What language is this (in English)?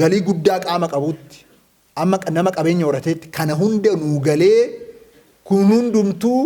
Oromo